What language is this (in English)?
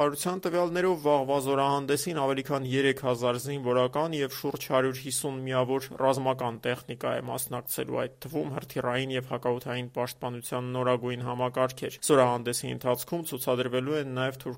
Armenian